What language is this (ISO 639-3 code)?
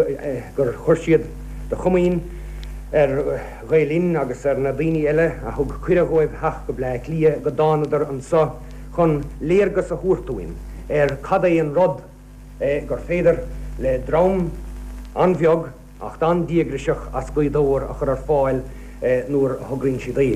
gle